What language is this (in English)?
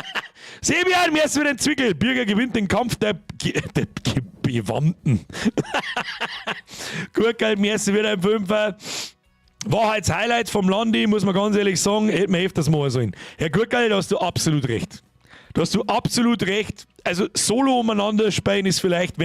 Bavarian